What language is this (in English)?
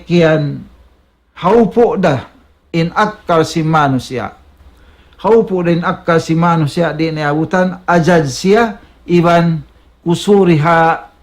Tausug